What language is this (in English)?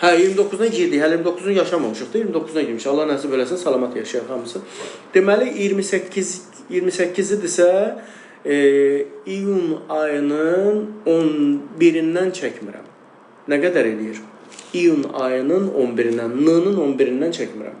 Azerbaijani